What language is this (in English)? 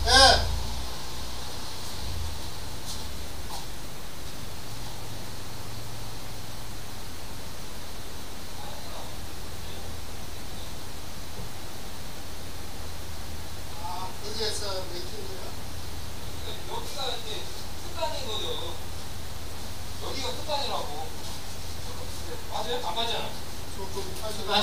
Korean